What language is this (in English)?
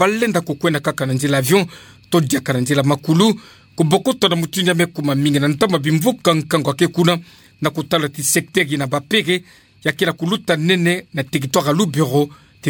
Kituba (Democratic Republic of Congo)